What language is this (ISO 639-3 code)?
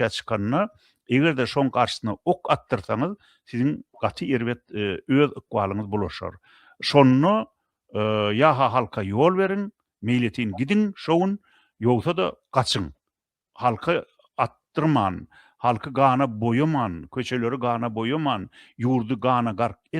tuk